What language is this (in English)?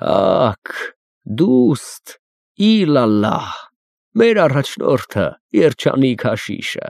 Armenian